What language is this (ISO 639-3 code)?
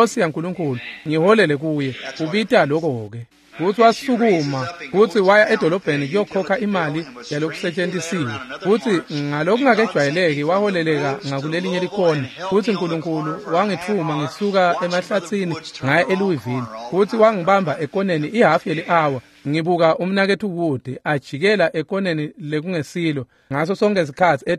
ssw